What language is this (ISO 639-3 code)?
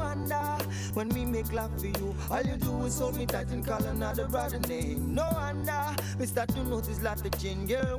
pcm